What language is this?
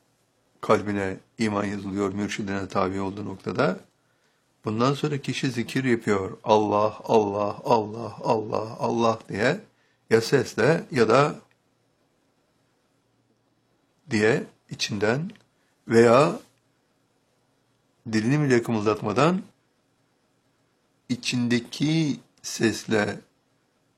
Turkish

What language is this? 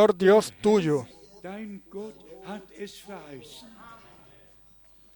Spanish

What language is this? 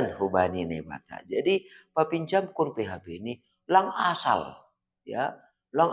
Batak Simalungun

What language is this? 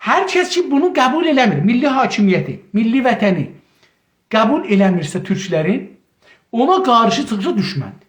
South Azerbaijani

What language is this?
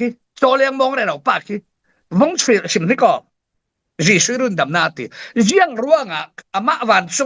Falam Chin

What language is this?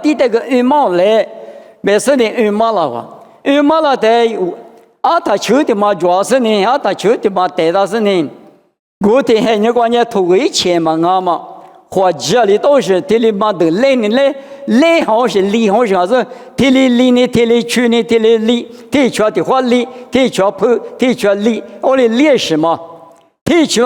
Lisu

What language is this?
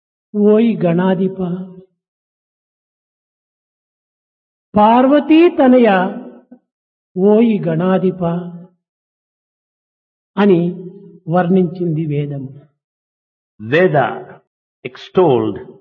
Telugu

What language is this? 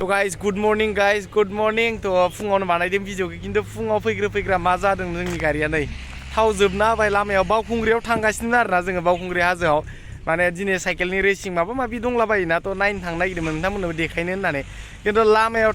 Bodo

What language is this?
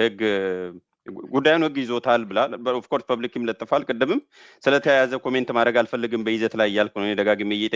Amharic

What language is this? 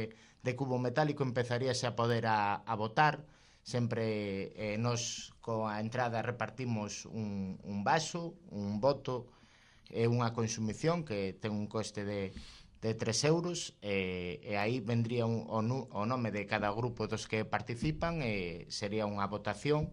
Galician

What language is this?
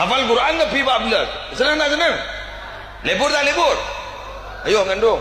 Madurese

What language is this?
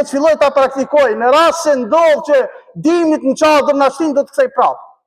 Albanian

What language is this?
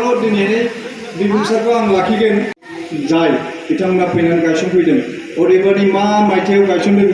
Bodo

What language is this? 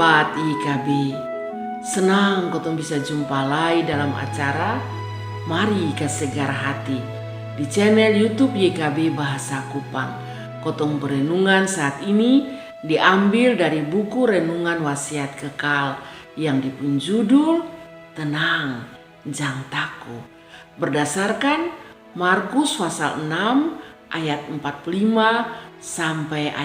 Kupang Malay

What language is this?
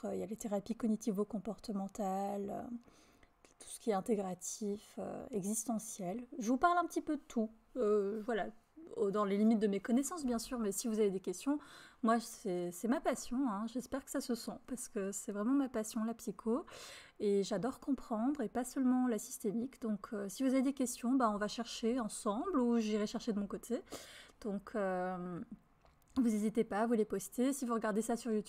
French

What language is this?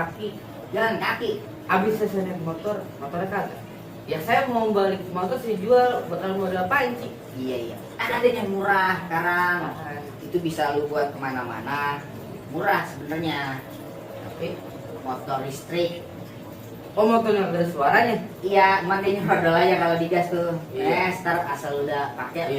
Betawi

